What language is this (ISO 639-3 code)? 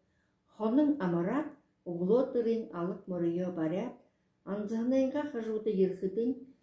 bua